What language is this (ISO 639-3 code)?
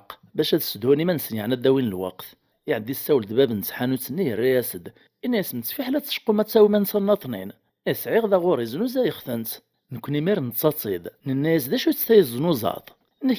kab